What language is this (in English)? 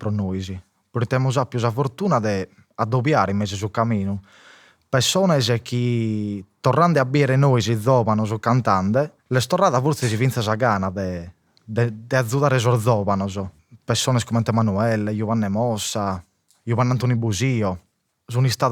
Sardinian